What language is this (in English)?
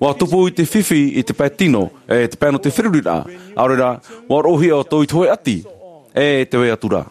Tahitian